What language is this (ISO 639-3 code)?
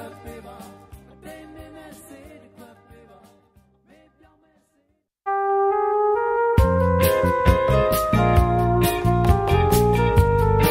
mya